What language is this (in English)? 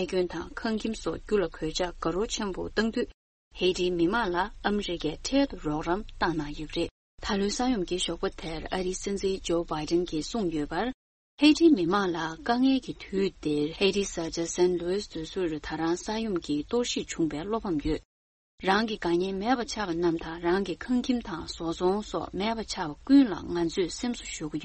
Tibetan